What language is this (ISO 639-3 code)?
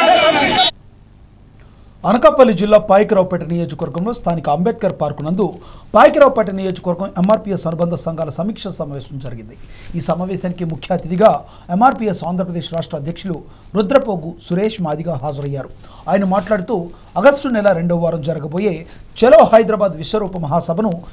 tel